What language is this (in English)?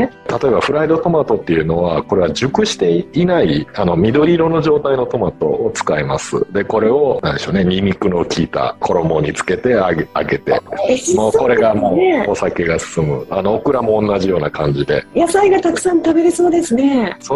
Japanese